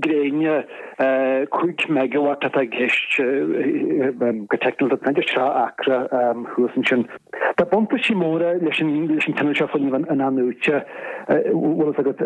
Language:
Irish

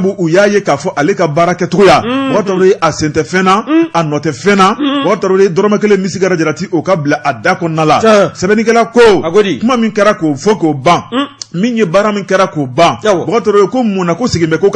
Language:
Bambara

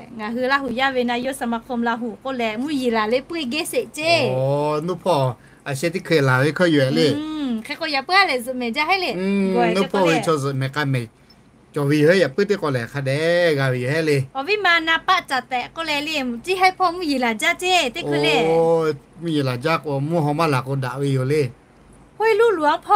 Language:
Lahu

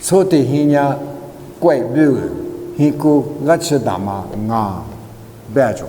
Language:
Lisu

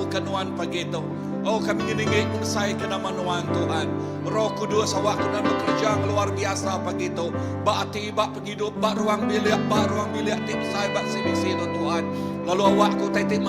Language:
Iban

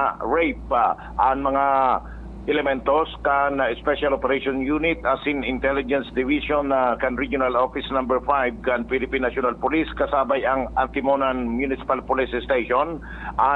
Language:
Bikol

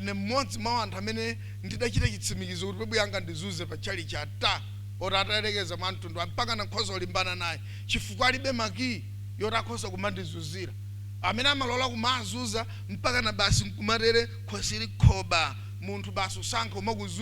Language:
Nyanja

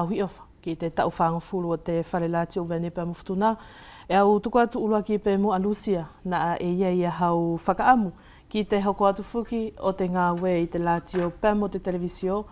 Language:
Wallisian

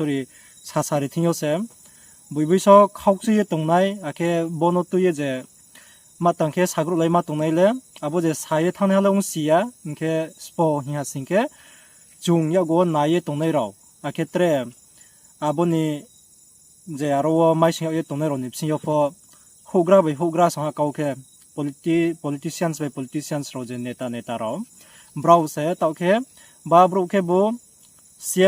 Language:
Riang (India)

